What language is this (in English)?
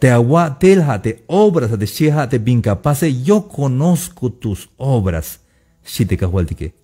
Tzeltal